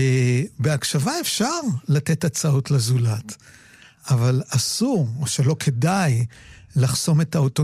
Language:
Hebrew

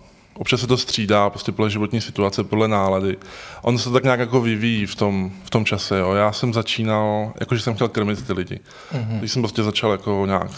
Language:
Czech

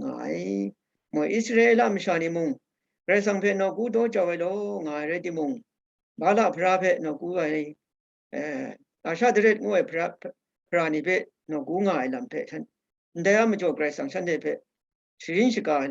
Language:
Kachin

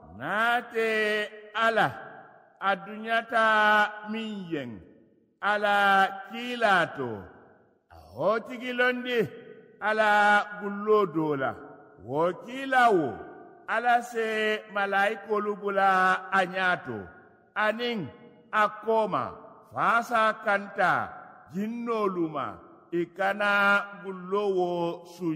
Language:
Mandingo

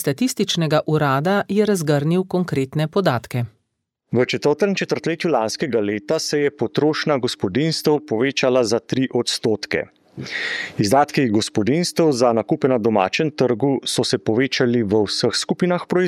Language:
Slovenian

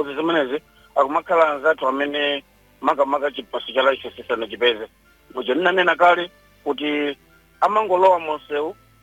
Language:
Nyanja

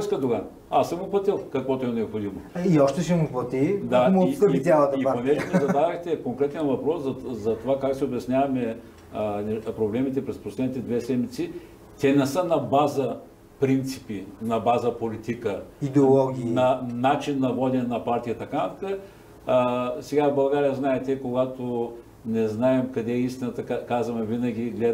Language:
Bulgarian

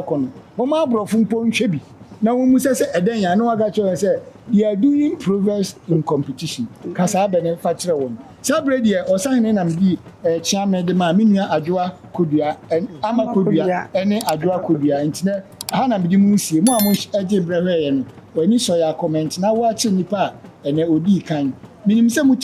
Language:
Akan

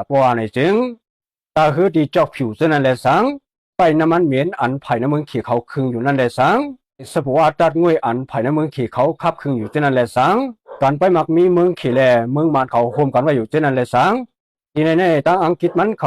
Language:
Shan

